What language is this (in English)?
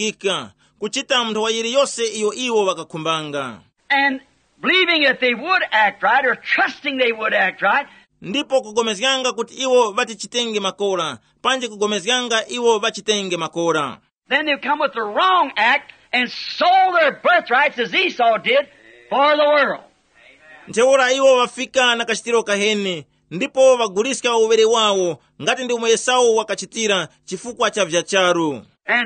Tumbuka